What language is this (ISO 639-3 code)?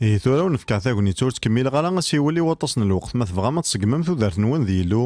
kab